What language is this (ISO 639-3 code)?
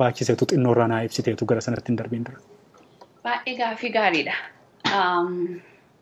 orm